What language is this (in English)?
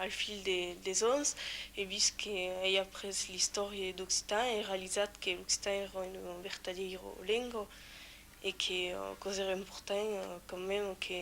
Occitan